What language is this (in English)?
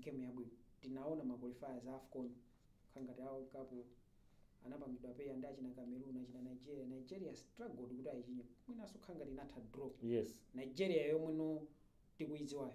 Nyanja